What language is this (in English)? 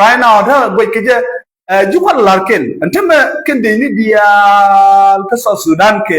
Nuer